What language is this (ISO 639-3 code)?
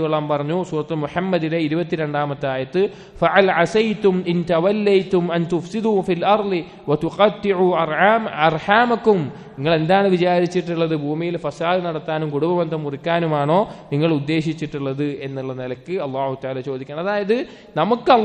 mal